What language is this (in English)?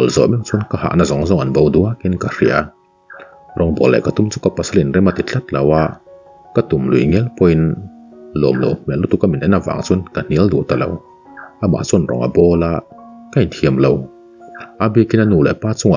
Mizo